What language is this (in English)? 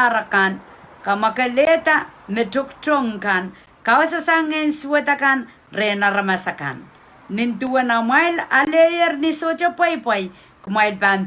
Pohnpeian